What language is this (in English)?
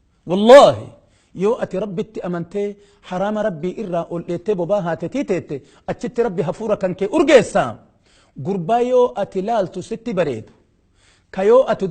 Oromo